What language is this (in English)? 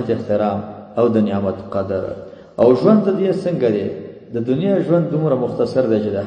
Pashto